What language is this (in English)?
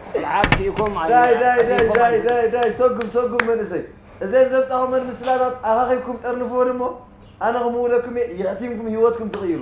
Tigrinya